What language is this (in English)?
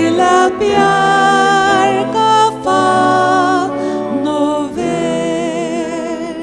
Faroese